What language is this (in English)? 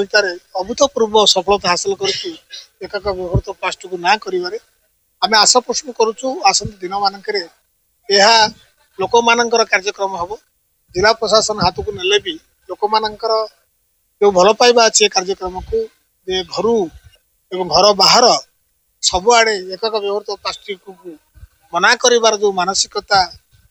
Odia